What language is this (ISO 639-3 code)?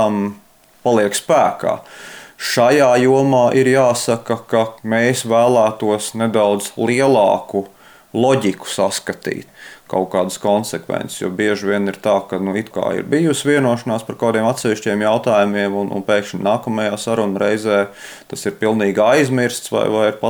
lav